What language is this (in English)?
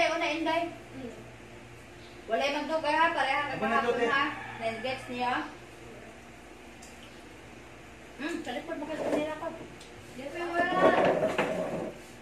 Cebuano